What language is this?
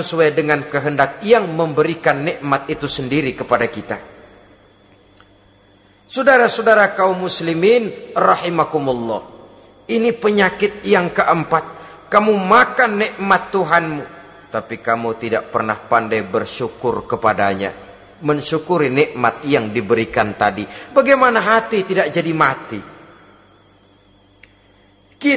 Indonesian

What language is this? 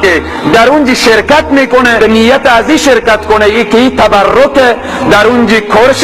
Persian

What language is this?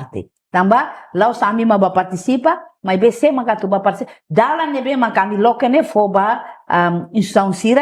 Tetum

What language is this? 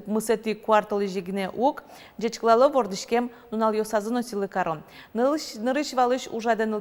Udmurt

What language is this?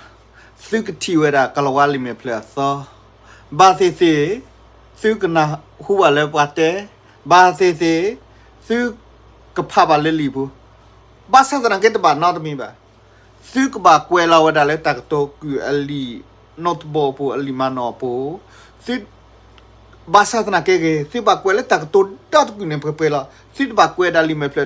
S'gaw Karen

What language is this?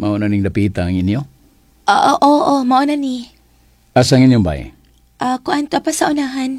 Cebuano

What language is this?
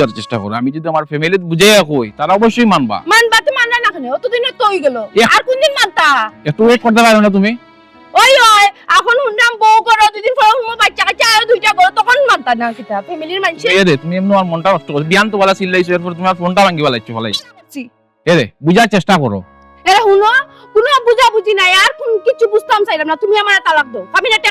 Sylheti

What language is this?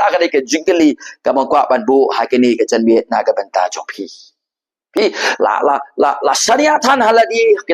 Khasi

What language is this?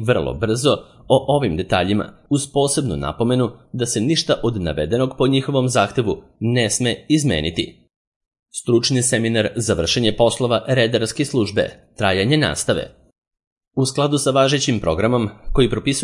Serbian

